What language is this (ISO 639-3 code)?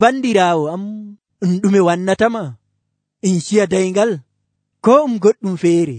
fuv